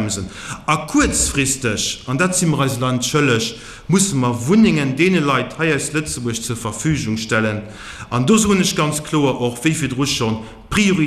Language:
Luxembourgish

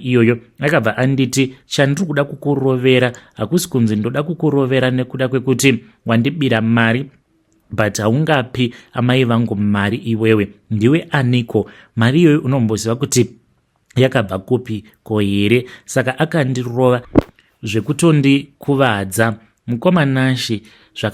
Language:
Shona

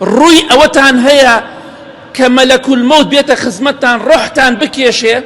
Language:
Central Kurdish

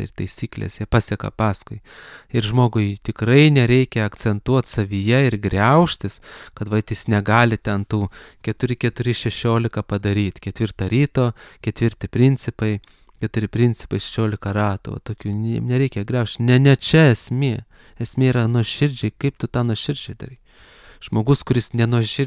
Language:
Lithuanian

